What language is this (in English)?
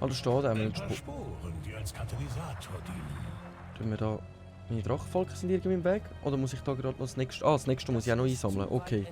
Swiss German